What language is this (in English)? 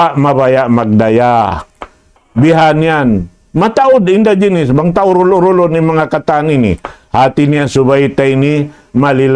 Tausug